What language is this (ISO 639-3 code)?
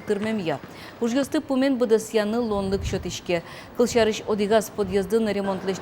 udm